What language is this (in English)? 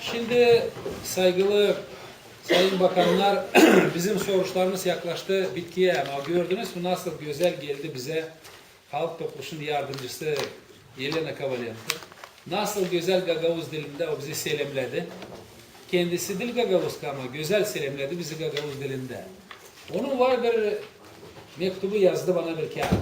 Gagauz